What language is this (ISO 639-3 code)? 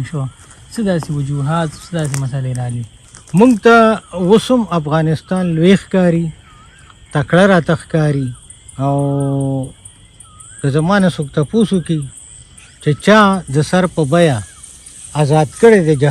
pus